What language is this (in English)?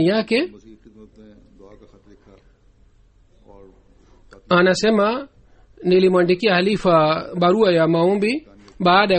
Swahili